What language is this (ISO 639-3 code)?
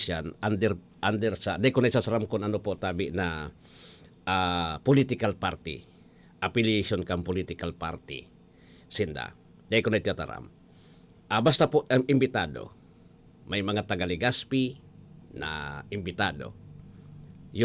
bik